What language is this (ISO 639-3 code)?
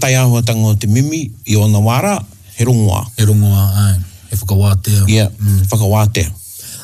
mri